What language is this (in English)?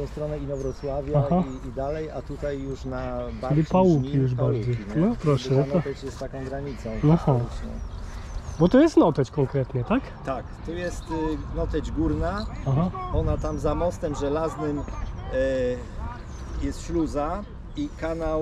Polish